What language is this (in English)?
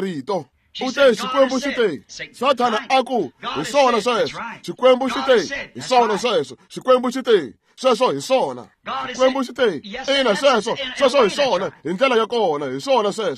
Tsonga